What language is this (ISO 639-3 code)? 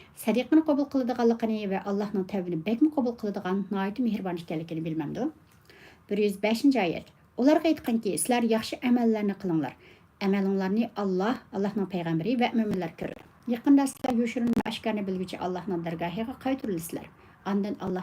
uig